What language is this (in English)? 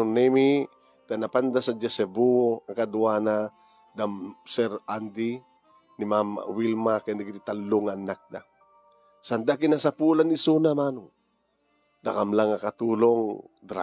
Iloko